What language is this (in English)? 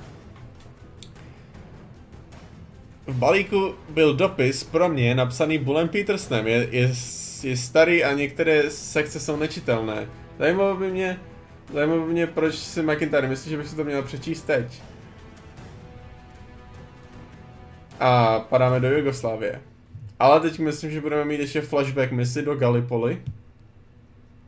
Czech